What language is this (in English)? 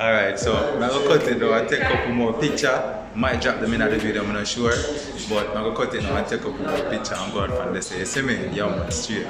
Jamaican Creole English